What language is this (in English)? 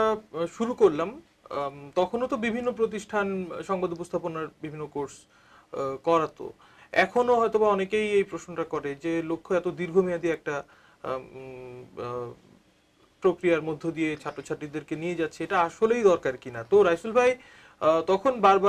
Bangla